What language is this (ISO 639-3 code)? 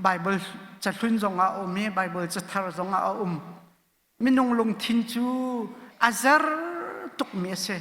cnh